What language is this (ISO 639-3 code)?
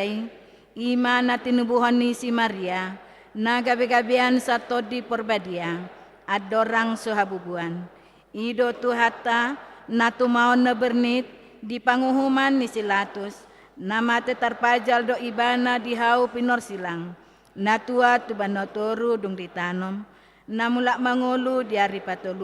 bbc